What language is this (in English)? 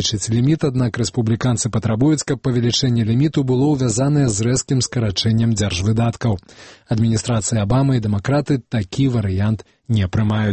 Belarusian